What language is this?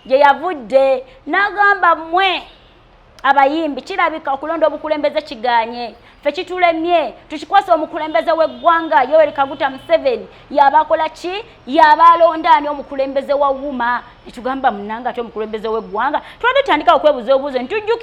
Ganda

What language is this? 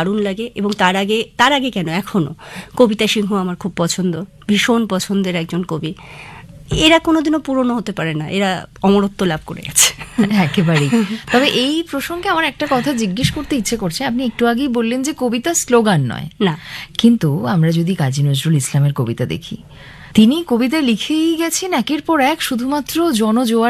Bangla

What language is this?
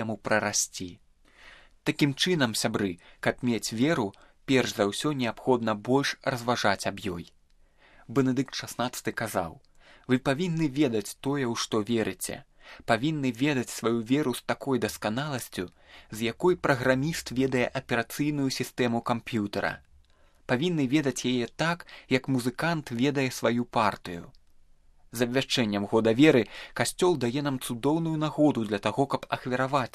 Belarusian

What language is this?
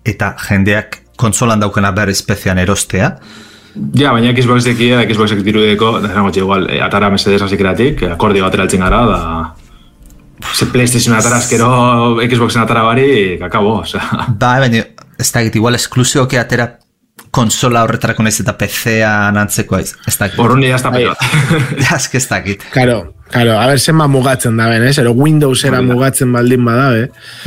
Basque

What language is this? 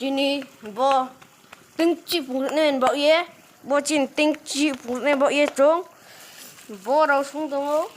Riang (India)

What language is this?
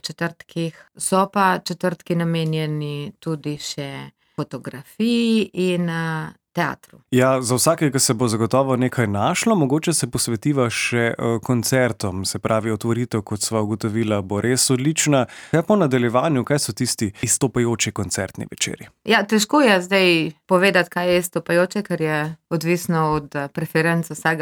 Slovenian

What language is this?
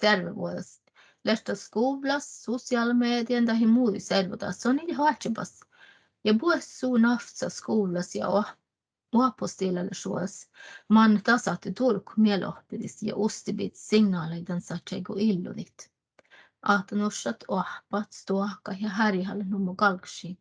Northern Sami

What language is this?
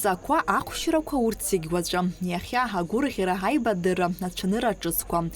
Abkhazian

